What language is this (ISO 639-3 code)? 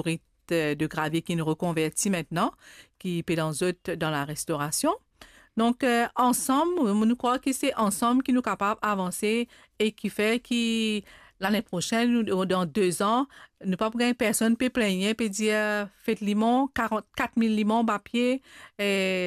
mfe